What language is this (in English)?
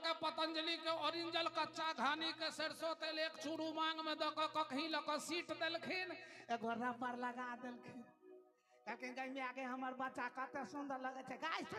Maithili